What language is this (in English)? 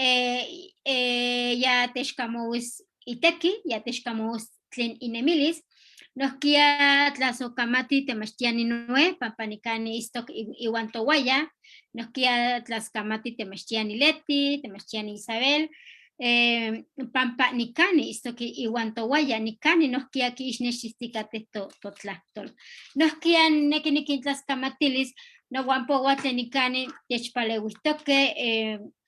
Eastern Huasteca Nahuatl